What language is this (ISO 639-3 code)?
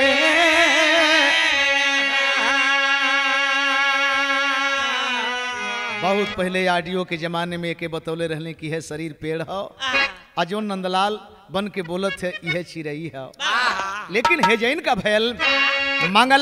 bho